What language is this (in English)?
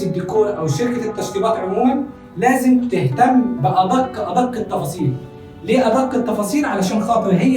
Egyptian Arabic